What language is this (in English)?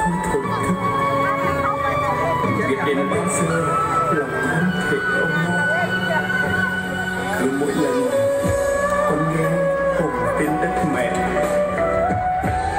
Vietnamese